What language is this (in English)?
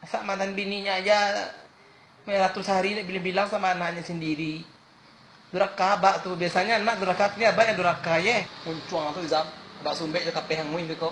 Minangkabau